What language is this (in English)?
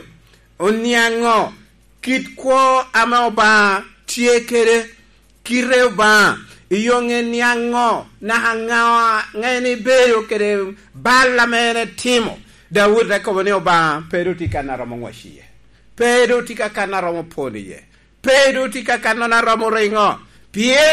Lango (Uganda)